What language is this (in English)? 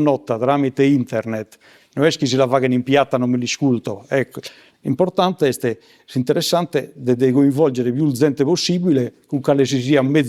Sardinian